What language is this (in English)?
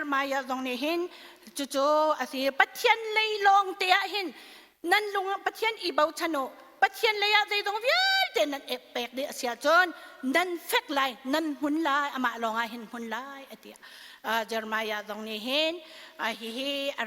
Hakha Chin